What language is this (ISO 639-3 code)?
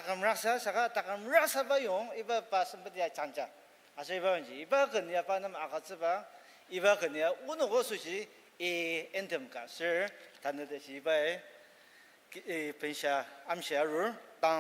njo